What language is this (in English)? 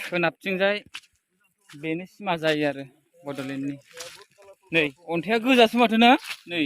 Bodo